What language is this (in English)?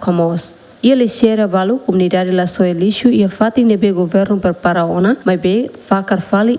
Tetum